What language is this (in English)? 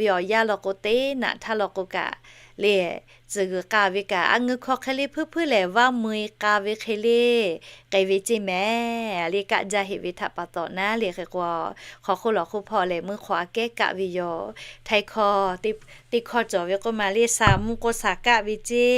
Lahu